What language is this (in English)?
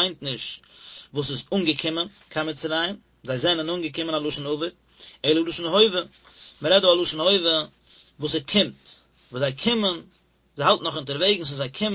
Yiddish